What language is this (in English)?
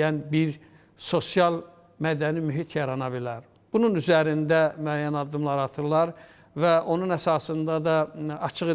Azerbaijani